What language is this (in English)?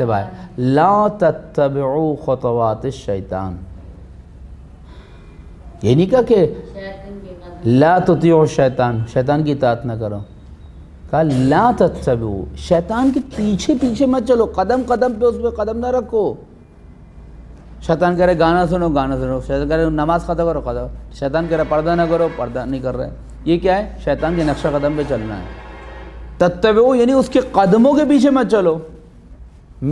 Urdu